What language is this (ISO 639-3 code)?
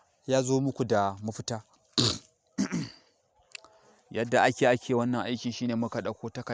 hau